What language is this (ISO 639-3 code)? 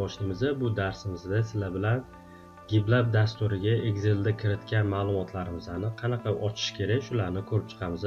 uzb